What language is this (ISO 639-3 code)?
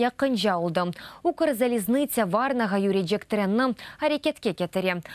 crh